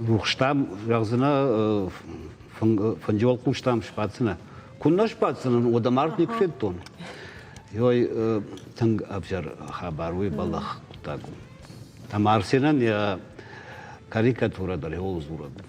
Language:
Ossetic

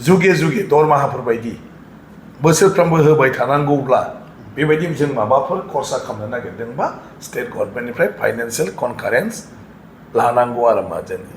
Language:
Bodo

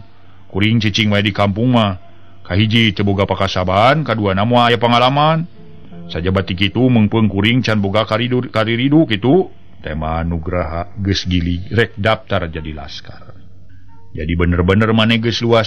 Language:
Sundanese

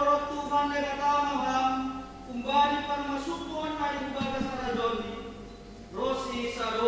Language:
Batak Simalungun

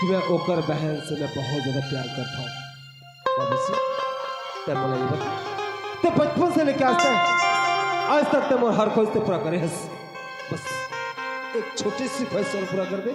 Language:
Chhattisgarhi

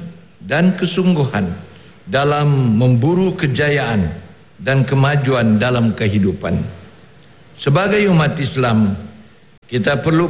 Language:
Malay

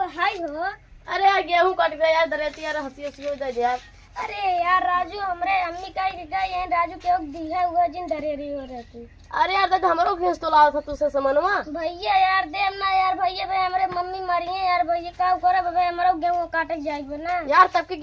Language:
Awadhi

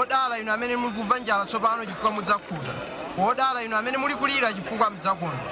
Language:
Nyanja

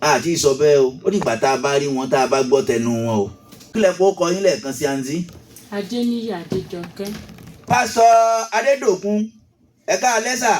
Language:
Yoruba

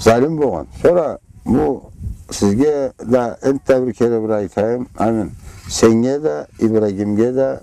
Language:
Karachay-Balkar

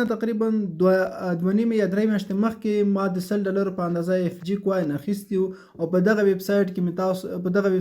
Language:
Pashto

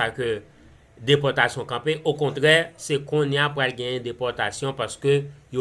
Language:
Haitian Creole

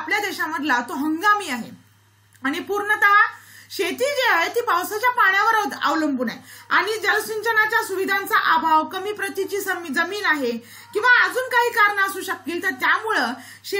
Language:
Marathi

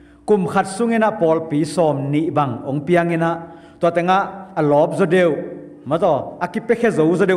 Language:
Tedim Chin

